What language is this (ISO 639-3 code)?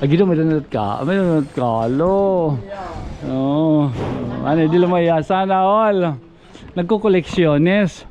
war